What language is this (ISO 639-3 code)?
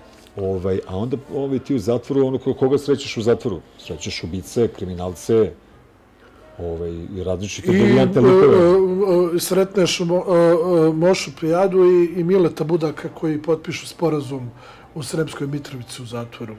srp